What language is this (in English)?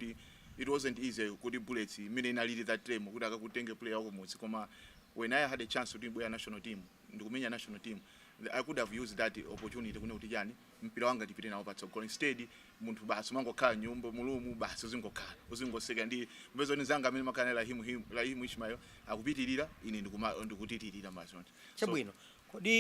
Nyanja